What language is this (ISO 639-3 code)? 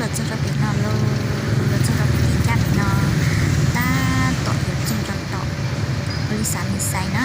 hmn